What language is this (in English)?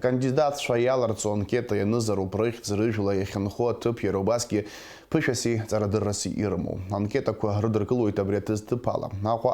Abkhazian